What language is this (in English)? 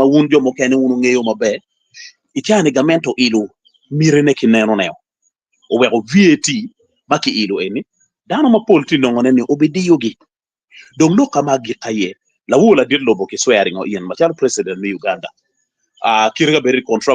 Acoli